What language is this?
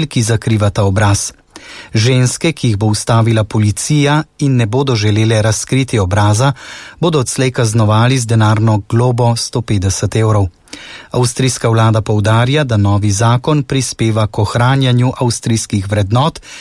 Slovenian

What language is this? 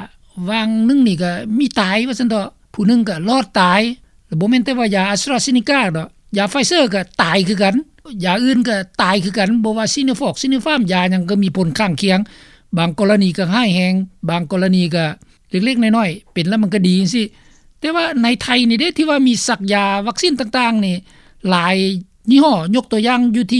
Lao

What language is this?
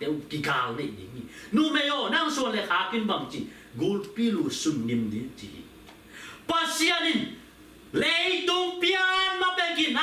Tedim Chin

